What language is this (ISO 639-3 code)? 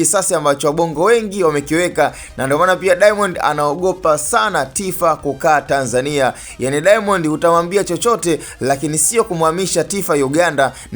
swa